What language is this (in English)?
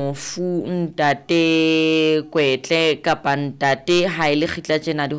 Southern Sotho